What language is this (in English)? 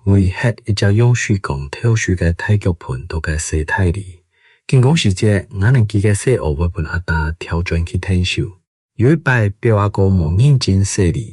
Hakka Chinese